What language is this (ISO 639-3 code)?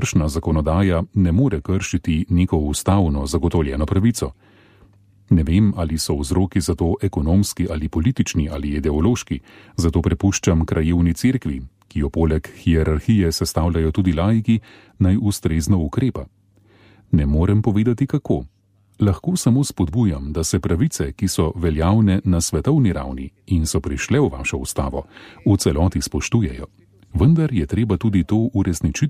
slv